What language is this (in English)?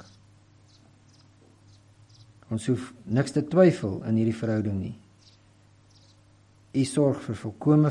Afrikaans